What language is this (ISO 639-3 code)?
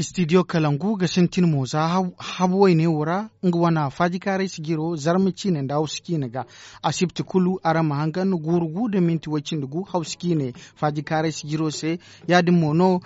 dje